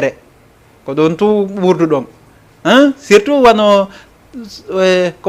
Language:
Fula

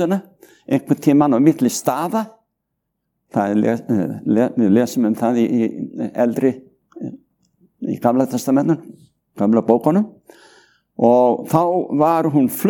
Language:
Icelandic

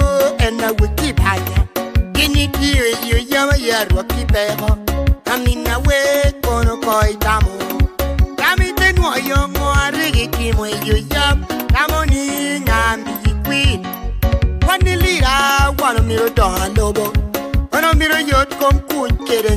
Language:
Lango (Uganda)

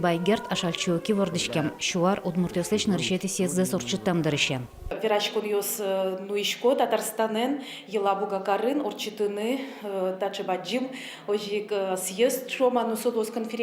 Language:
Udmurt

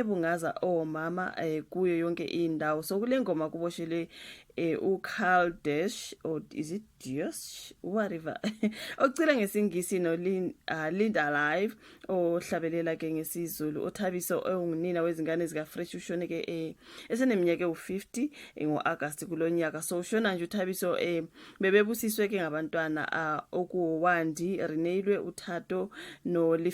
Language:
Zulu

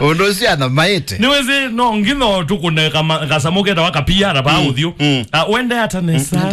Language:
Kamba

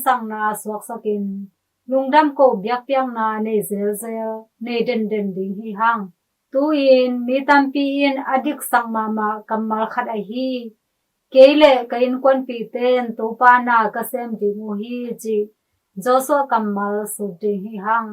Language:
Tedim Chin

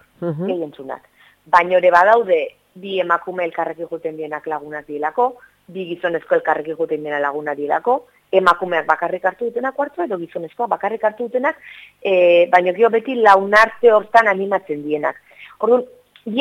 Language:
Basque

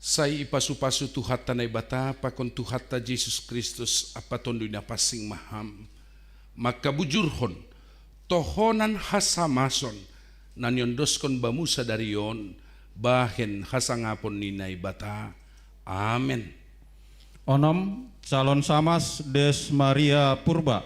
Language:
Batak Simalungun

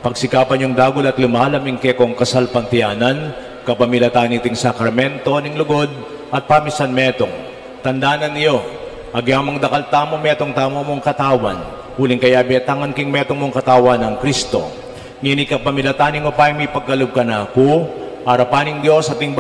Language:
Pampanga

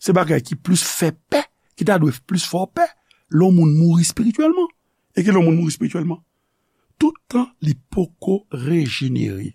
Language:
Haitian Creole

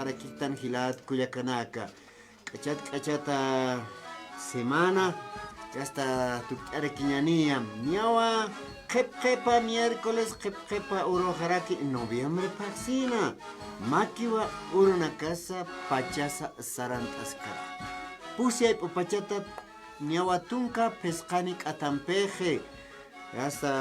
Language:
Aymara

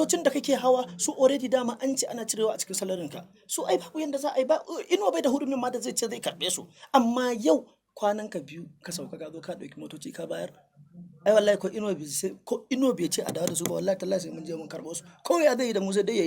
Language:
Hausa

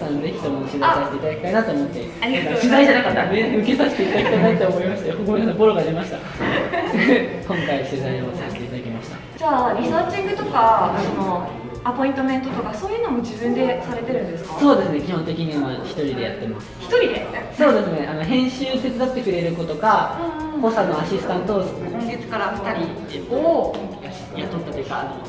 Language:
Japanese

